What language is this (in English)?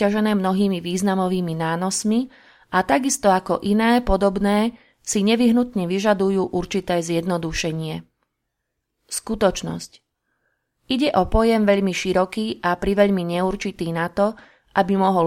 Slovak